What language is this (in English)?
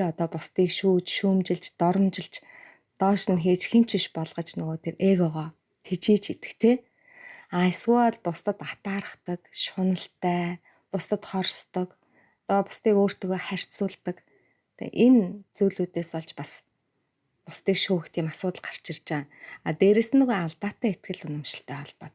Mongolian